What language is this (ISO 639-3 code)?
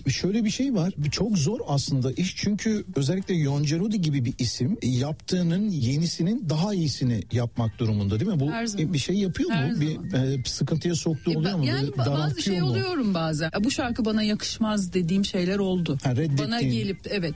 tur